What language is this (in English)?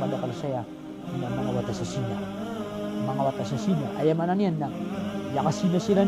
Maranao